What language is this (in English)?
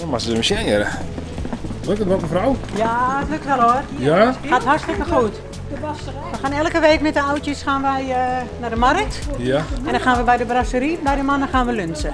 Western Frisian